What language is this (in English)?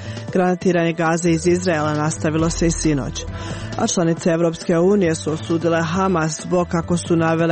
Croatian